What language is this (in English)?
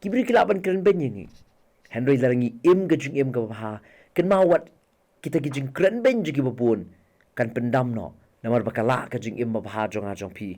Khasi